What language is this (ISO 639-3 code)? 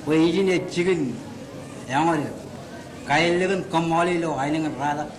mah